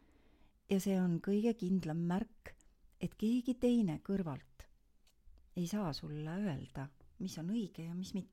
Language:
Estonian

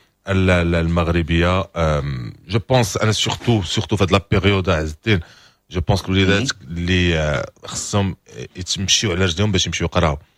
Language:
Moroccan Arabic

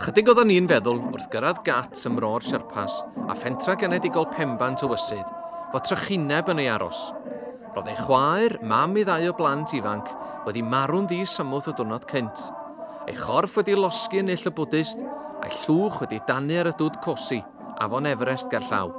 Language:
Welsh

